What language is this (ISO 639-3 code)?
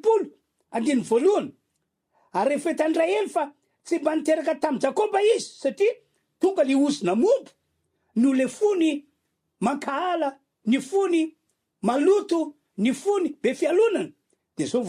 mlg